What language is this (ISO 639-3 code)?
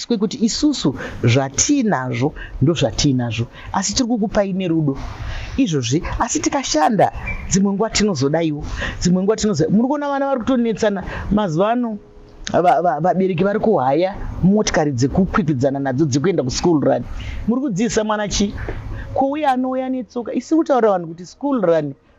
sna